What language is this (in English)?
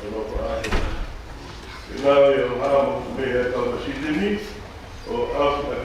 Tongan